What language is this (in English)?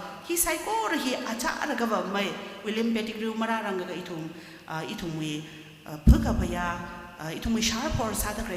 Tangkhul Naga (India)